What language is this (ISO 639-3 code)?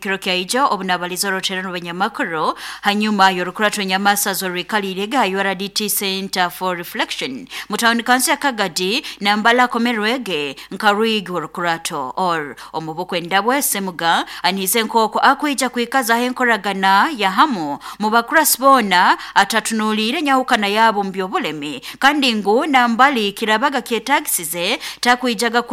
nyo